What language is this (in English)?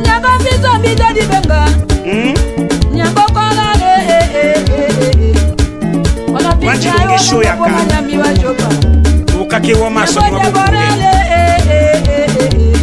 Tetela